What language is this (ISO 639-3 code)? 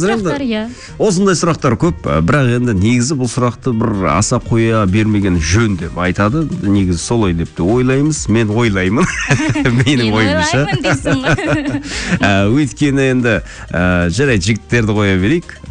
kaz